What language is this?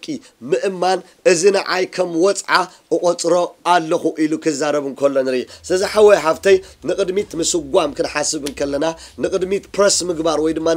Tigrinya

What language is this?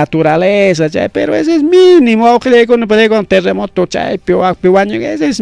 Ayacucho Quechua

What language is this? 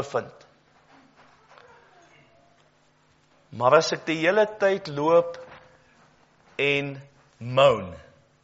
Afrikaans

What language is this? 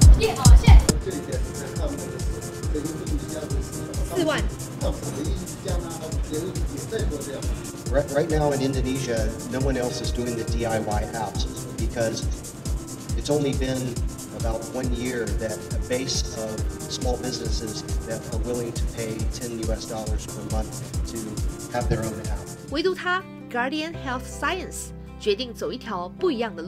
Chinese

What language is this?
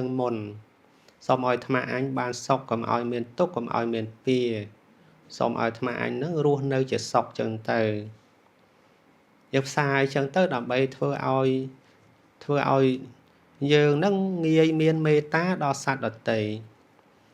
Khmer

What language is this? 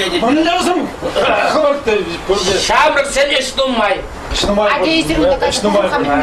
Chuvash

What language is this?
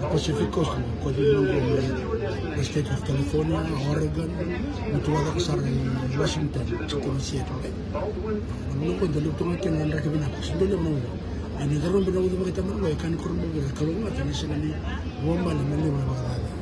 Fijian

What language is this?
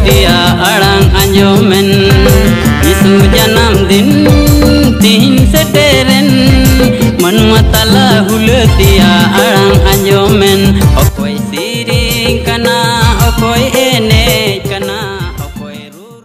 Santali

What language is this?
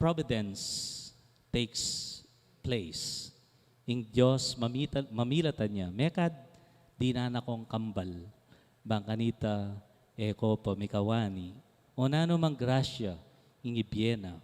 Pampanga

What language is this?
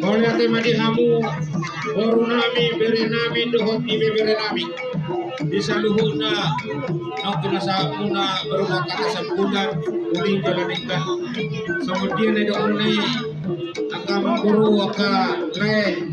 Batak Toba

